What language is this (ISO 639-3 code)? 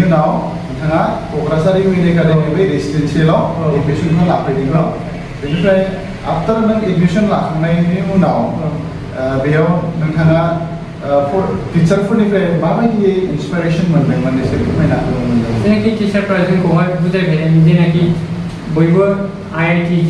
brx